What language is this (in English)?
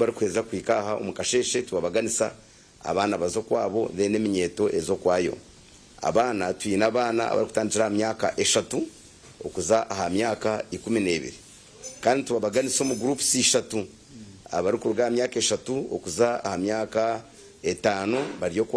Nyankole